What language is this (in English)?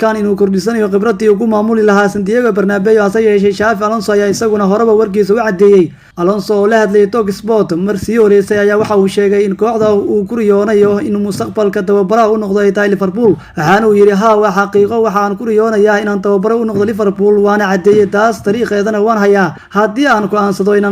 Somali